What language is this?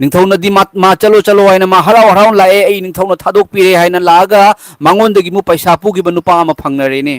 Manipuri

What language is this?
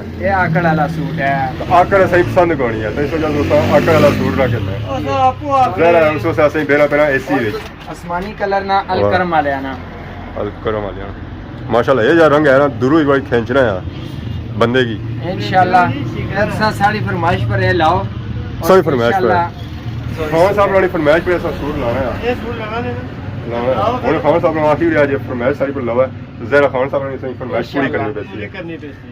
Pahari-Potwari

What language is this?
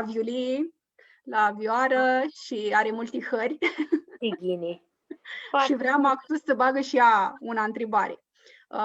Aromanian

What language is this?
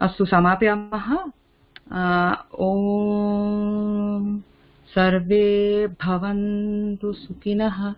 Sanskrit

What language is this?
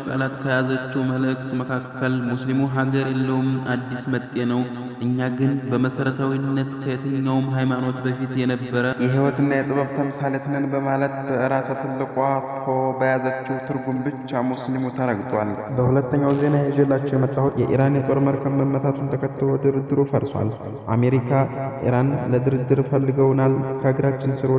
Amharic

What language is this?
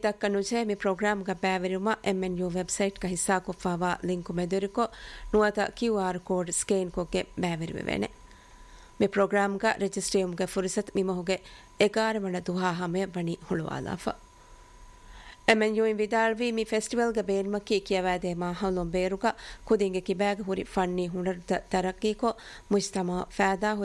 Divehi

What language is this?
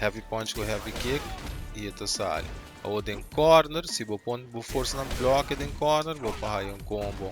Papiamento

